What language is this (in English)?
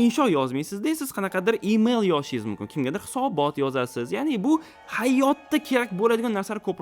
Uzbek